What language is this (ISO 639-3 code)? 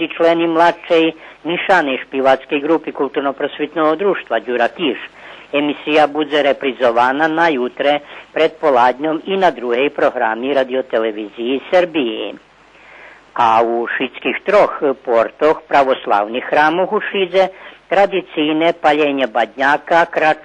rue